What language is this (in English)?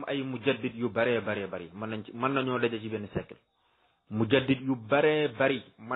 Wolof